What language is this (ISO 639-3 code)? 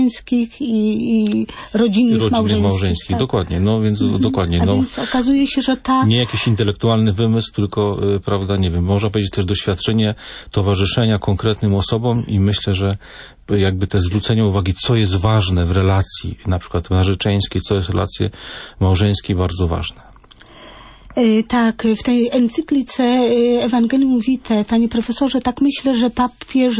pol